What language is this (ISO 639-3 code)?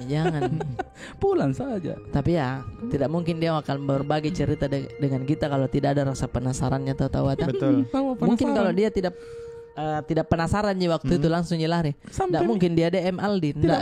mfp